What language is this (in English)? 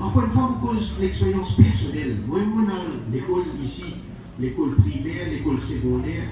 Morisyen